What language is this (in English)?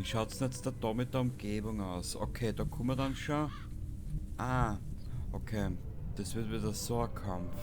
Bavarian